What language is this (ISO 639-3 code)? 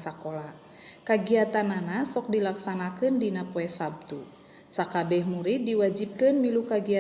sun